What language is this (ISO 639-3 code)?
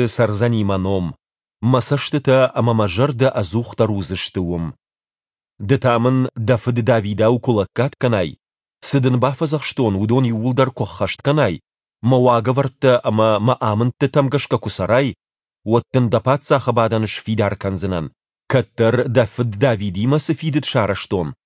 oss